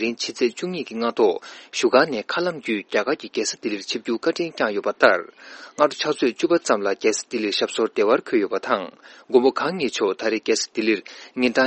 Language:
Tibetan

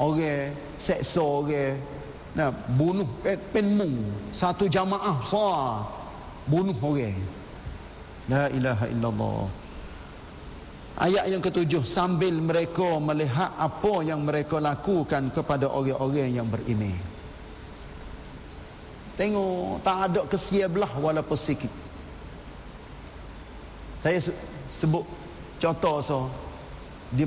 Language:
Malay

